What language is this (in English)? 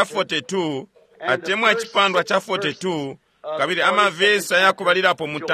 Bemba